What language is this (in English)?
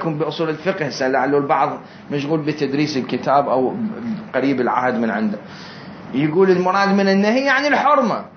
Mesopotamian Arabic